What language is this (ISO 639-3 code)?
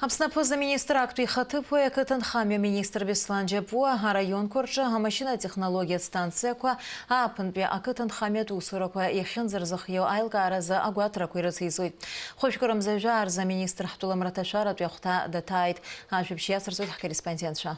abk